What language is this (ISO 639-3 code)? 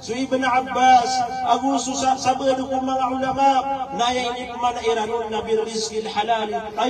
mrw